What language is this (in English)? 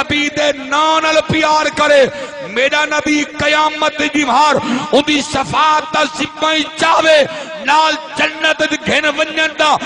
Saraiki